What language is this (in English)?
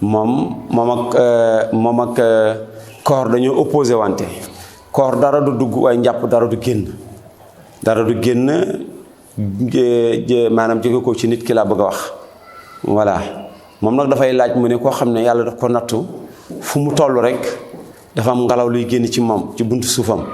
Wolof